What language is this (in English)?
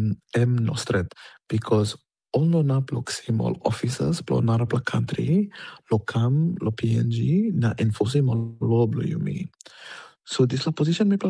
Tok Pisin